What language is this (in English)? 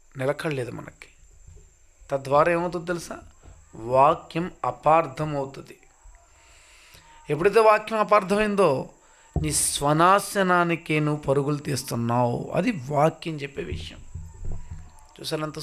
Telugu